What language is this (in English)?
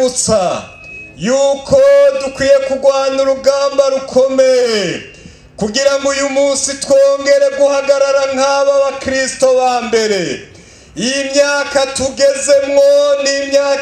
Rundi